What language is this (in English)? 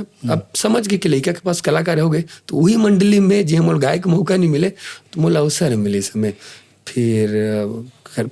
Chhattisgarhi